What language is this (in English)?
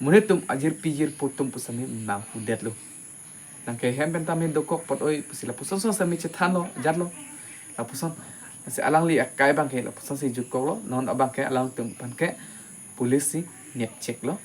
Karbi